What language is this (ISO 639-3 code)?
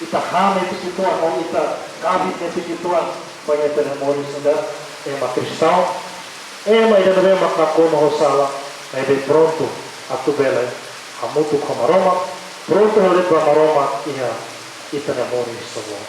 tet